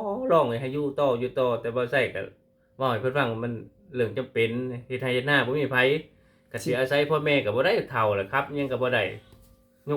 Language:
Lao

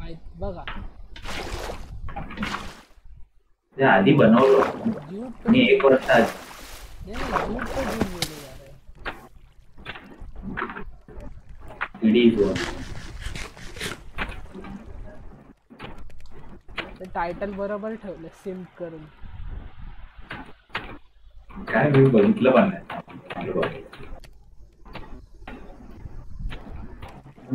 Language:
Marathi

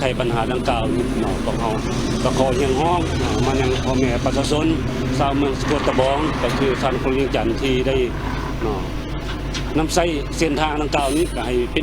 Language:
Lao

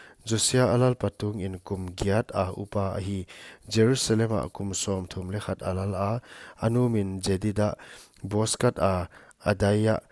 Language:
Paite Chin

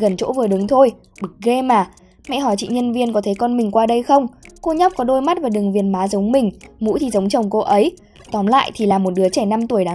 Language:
Vietnamese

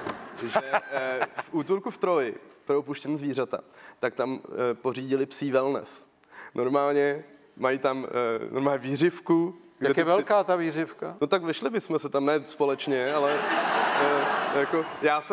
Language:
Czech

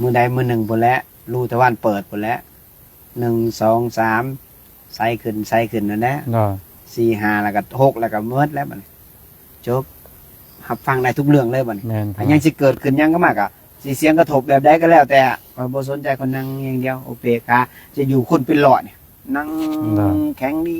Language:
Lao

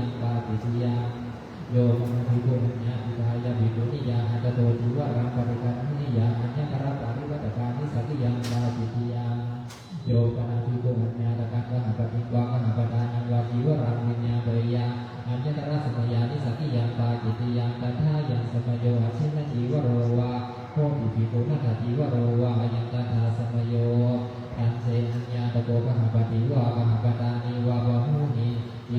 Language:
Pali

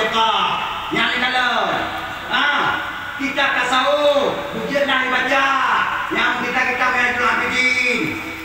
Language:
Achinese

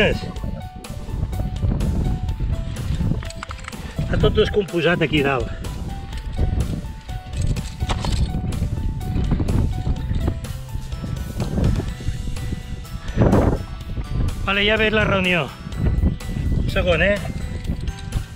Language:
Catalan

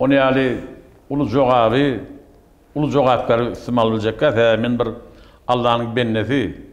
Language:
Turkmen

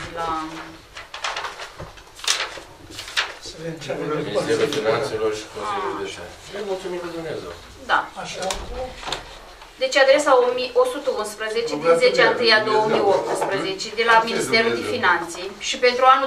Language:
Romanian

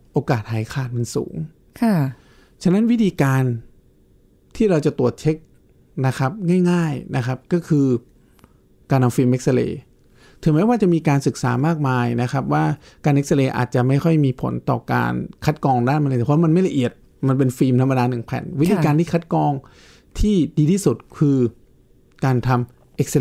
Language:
Thai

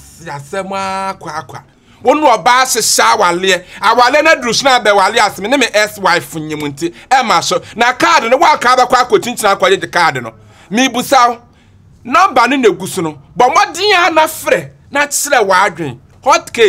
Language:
Akan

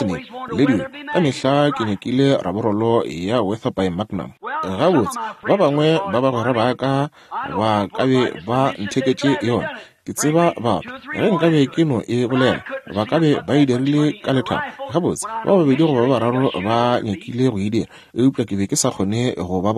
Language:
Northern Sotho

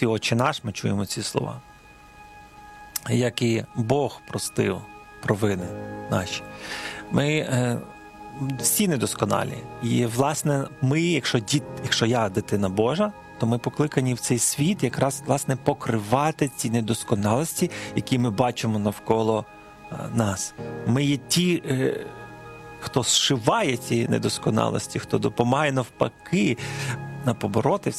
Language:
Ukrainian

